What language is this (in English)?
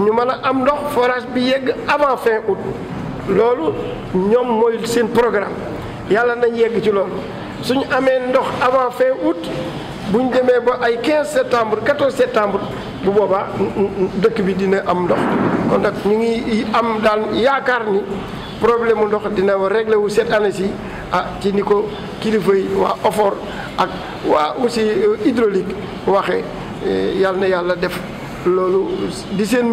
Wolof